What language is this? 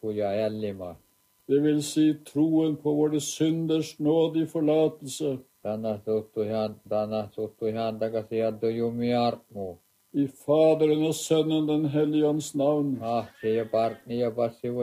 Norwegian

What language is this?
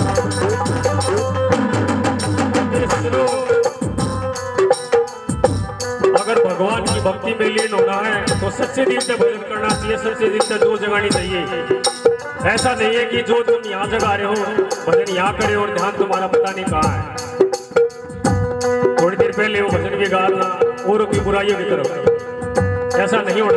Hindi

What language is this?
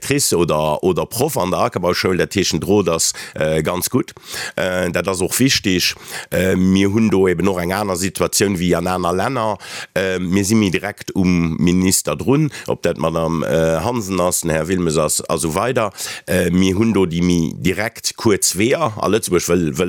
Luxembourgish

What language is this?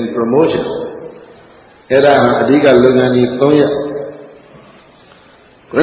Burmese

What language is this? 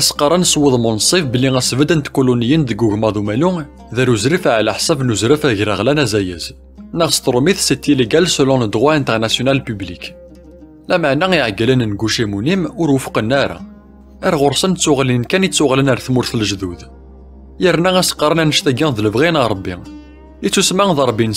Kabyle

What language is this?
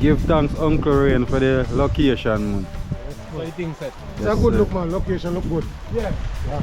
Jamaican Creole English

